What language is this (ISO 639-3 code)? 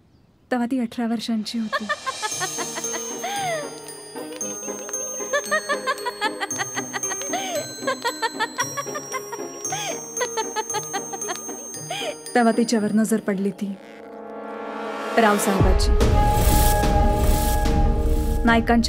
mar